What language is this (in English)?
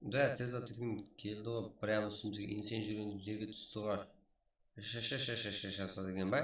Kara-Kalpak